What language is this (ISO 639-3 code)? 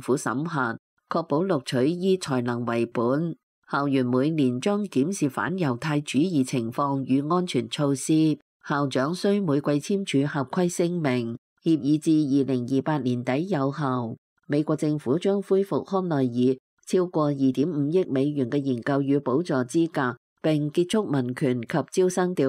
yue